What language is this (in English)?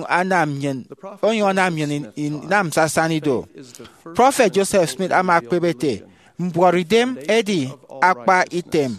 Efik